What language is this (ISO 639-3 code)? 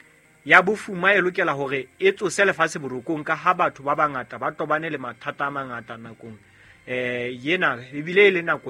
sot